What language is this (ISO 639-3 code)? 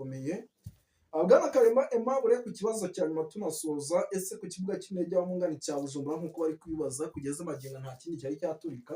kin